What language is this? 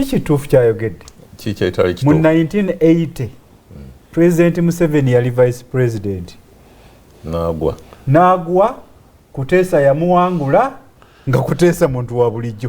Ganda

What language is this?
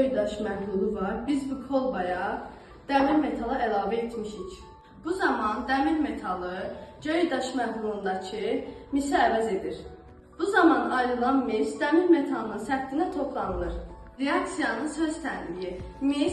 Azerbaijani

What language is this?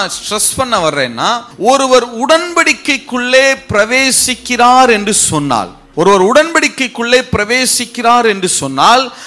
Tamil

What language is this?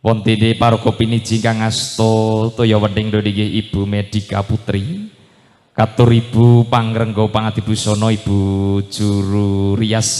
Javanese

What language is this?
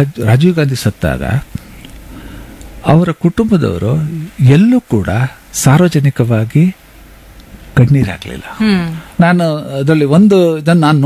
Kannada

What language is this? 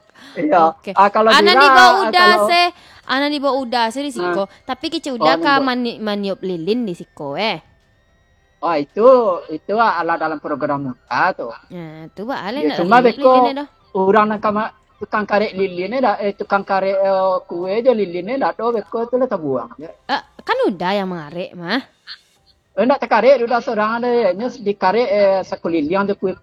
Minangkabau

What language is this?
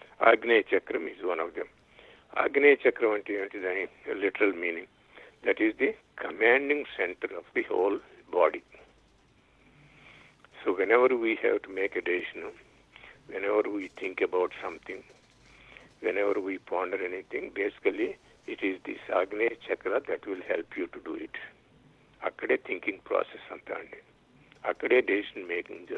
Telugu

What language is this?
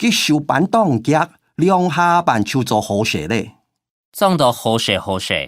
Hakka Chinese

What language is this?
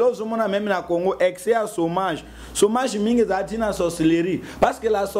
Lingala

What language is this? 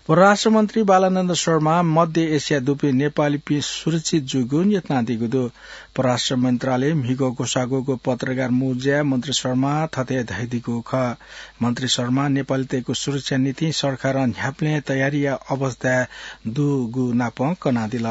Newari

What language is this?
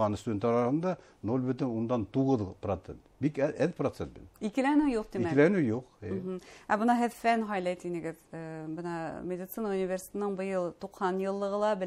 Bashkir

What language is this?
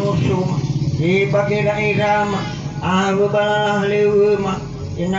Nias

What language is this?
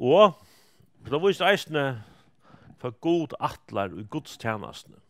Faroese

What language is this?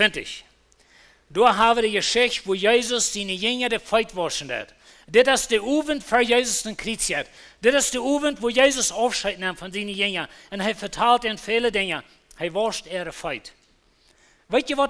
Plautdietsch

